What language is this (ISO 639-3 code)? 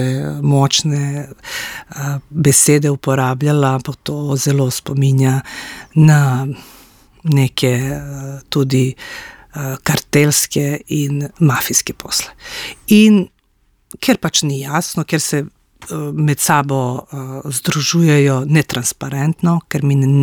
slv